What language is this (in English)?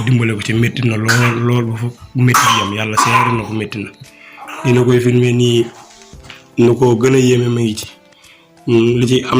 Wolof